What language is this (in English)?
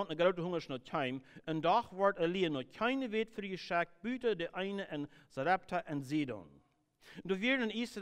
Plautdietsch